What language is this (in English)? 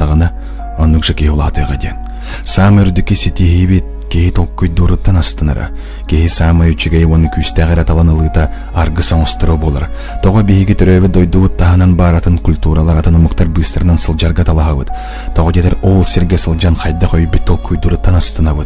Yakut